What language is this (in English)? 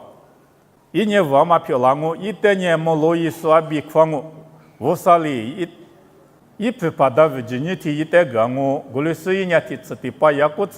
Lisu